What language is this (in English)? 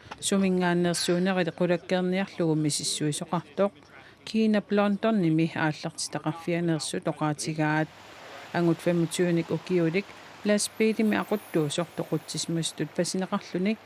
Kalaallisut